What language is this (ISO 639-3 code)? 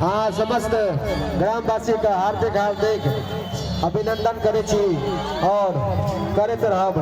mai